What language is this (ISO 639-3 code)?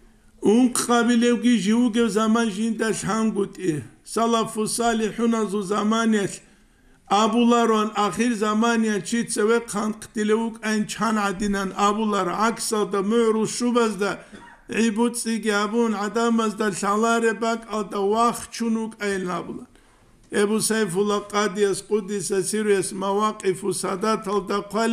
ava